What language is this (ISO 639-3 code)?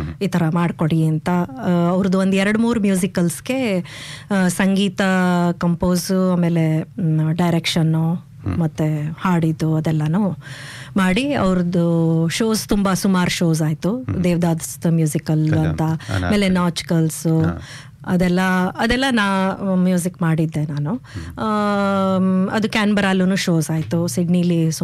kan